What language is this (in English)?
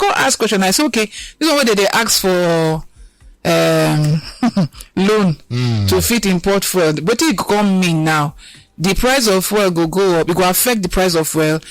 Nigerian Pidgin